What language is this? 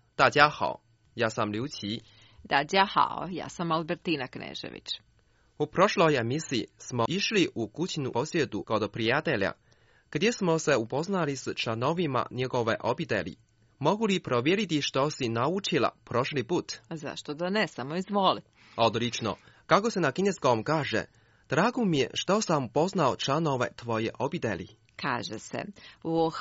Croatian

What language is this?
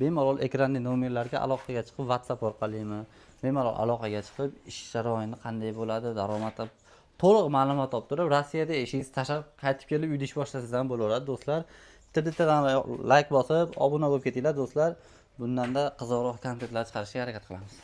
Uzbek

